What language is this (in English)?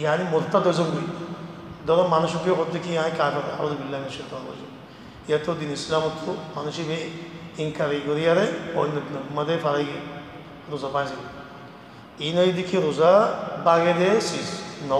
Rohingya